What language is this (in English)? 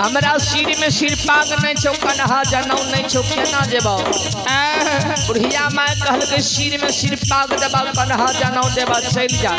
Maithili